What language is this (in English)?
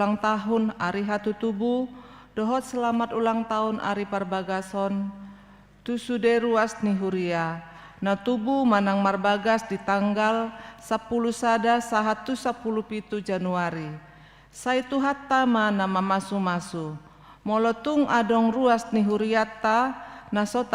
Batak Toba